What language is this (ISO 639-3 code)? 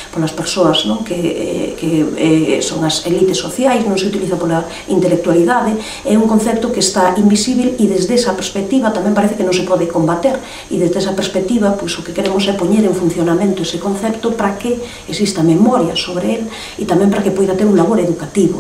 glg